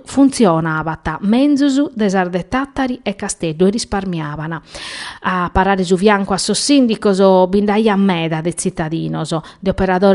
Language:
Sardinian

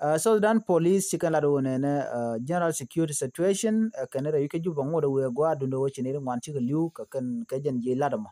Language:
Nuer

